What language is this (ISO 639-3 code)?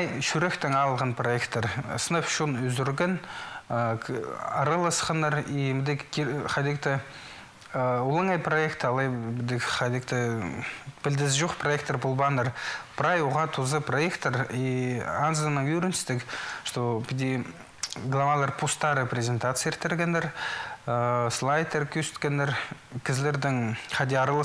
kjh